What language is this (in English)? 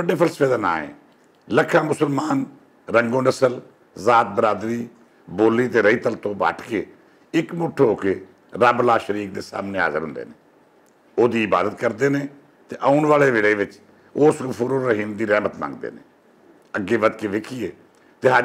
Western Panjabi